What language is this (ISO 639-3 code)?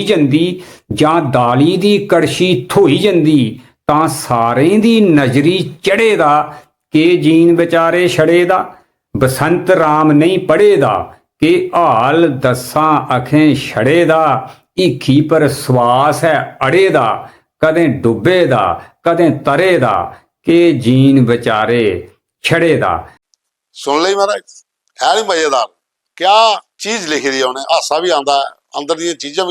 doi